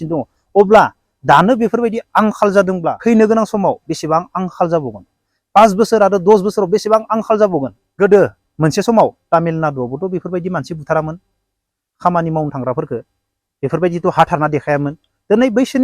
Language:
Bodo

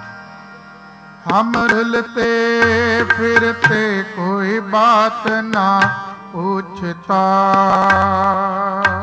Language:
Punjabi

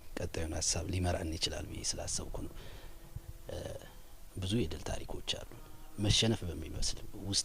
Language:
Amharic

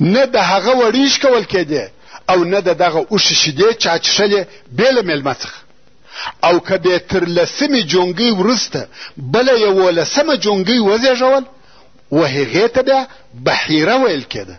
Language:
Pashto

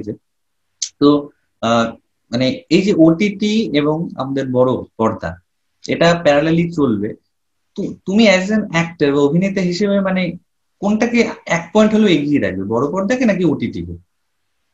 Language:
Bangla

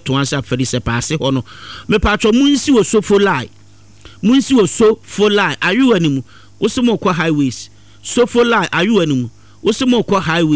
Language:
Akan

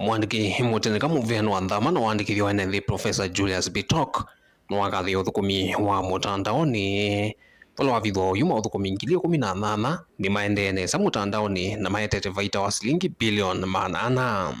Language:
Kamba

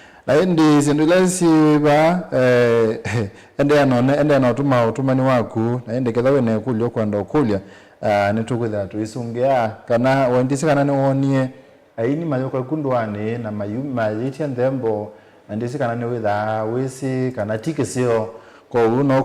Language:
Kamba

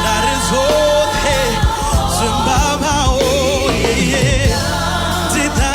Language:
Venda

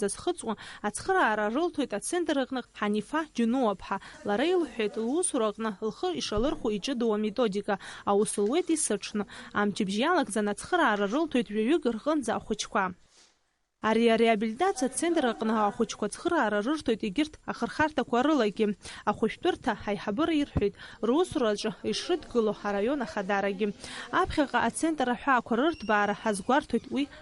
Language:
Abkhazian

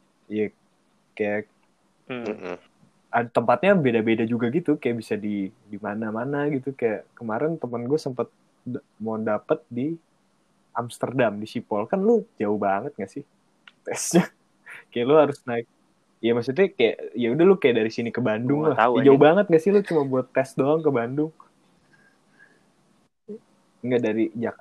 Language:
Indonesian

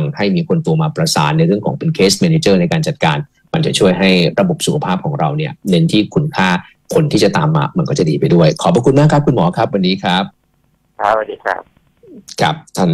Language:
Thai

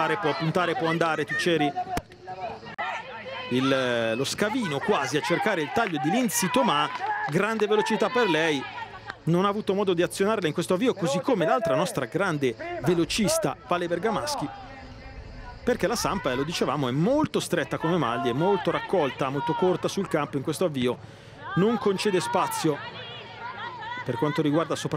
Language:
Italian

